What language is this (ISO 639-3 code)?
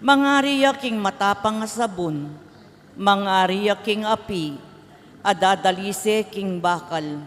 pam